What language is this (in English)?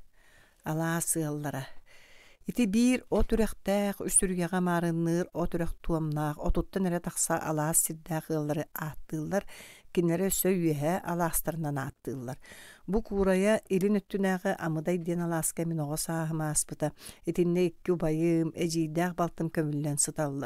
Yakut